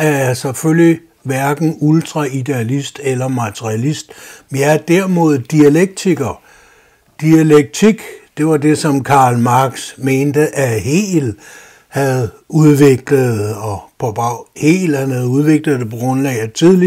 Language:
Danish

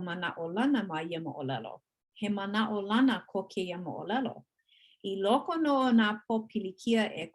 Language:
Hawaiian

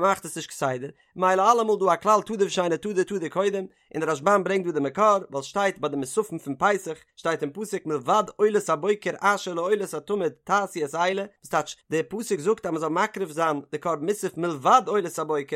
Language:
Yiddish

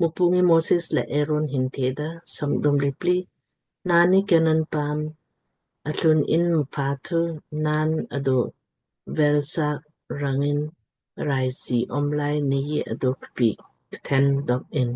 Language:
Lamkang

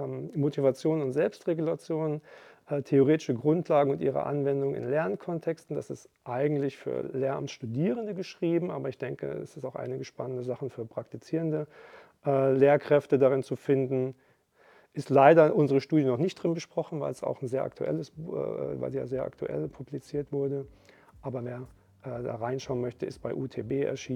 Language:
Luxembourgish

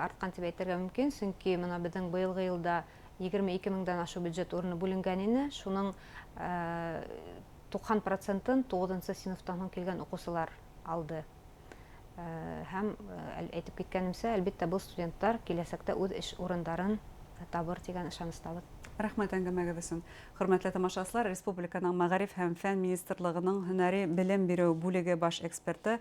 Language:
Bashkir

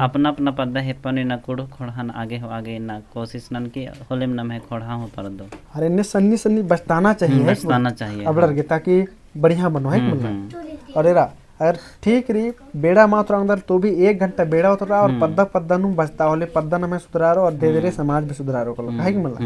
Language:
Kurukh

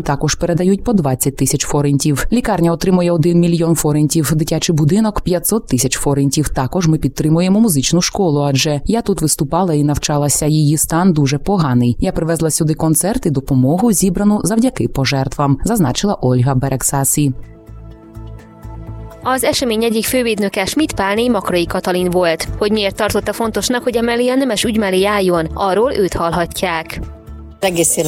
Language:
Ukrainian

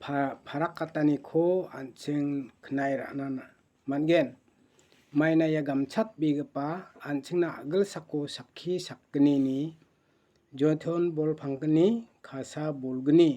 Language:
Garo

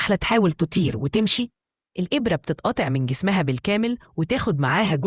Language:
Egyptian Arabic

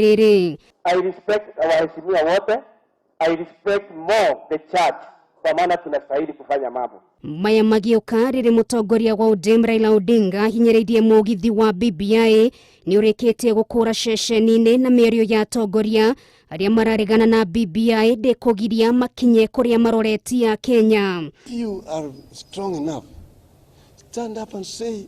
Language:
Kikuyu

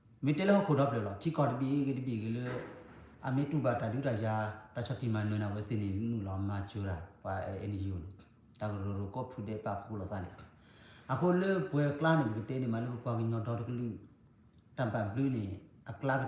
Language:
S'gaw Karen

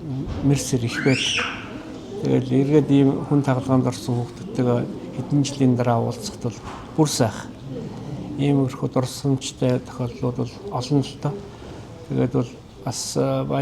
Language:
Mongolian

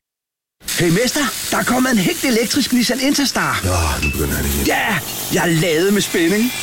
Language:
Danish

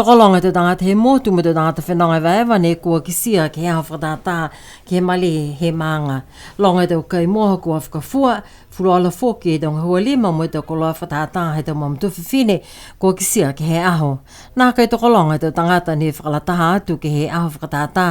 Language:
Niuean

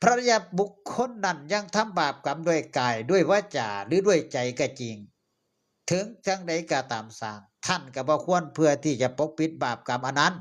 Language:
Northeastern Thai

